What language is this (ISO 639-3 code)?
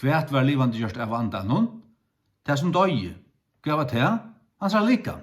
fao